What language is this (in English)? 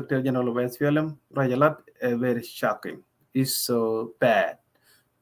Nuer